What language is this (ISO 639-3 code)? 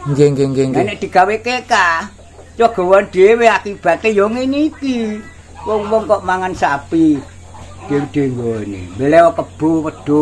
jav